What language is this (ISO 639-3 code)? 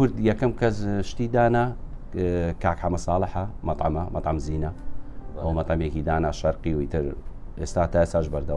ckb